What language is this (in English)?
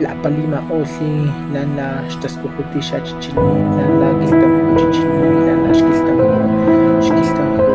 Highland Totonac